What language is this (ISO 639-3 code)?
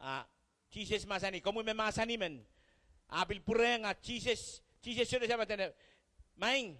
pon